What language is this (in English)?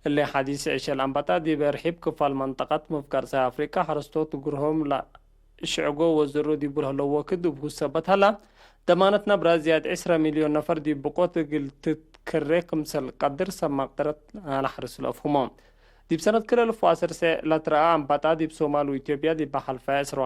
Tigre